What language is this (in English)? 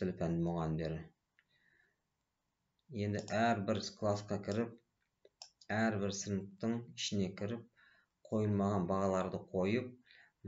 Kazakh